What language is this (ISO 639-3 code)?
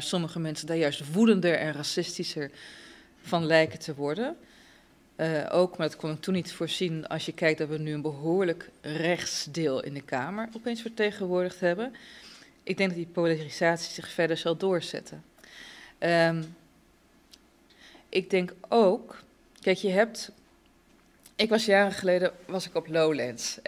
nld